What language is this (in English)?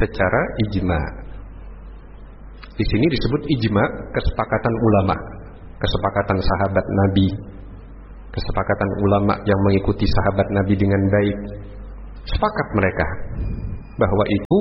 Indonesian